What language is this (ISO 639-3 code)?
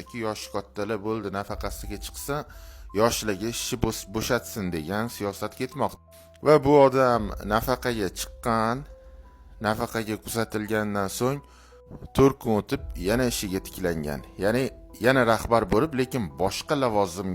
uzb